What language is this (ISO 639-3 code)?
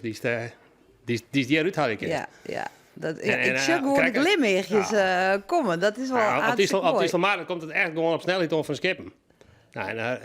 fry